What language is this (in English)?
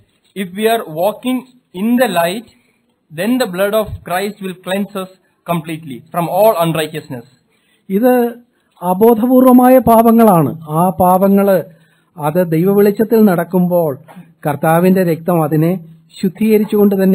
Malayalam